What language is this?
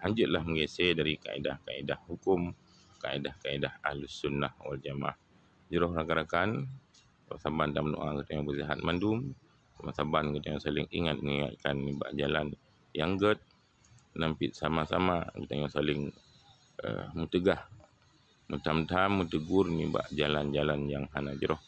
Achinese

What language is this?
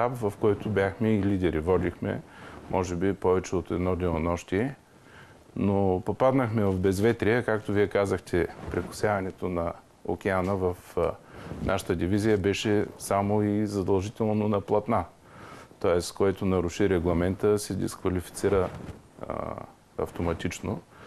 Bulgarian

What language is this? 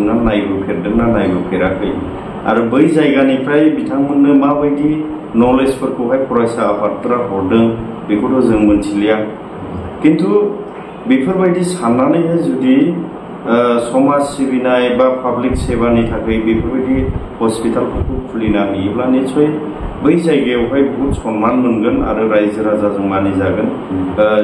Bodo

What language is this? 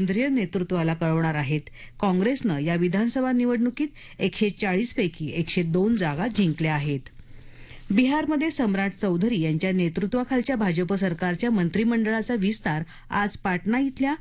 Marathi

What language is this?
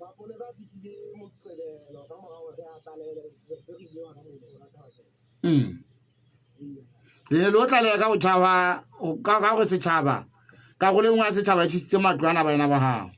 Southern Sotho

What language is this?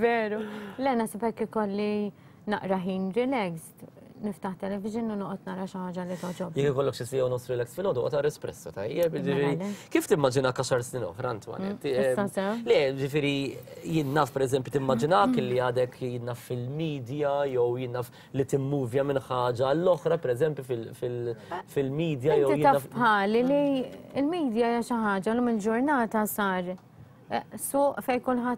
Maltese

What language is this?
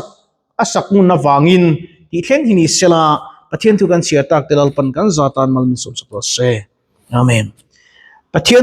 Mizo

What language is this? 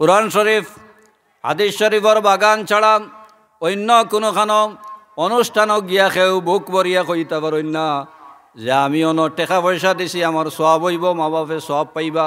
Sylheti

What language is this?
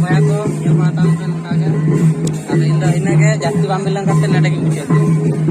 Santali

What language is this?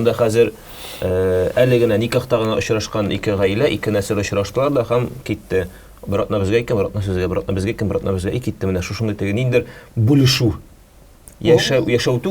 Tatar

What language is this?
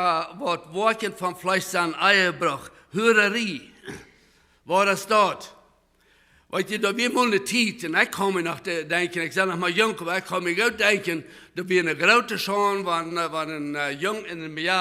Plautdietsch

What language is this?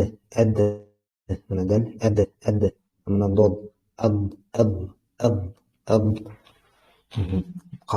Bashkir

